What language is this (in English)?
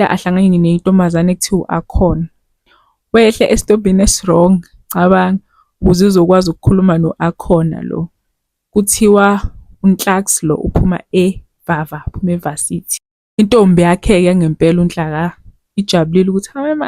Zulu